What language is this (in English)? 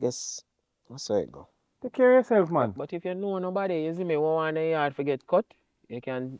Jamaican Creole English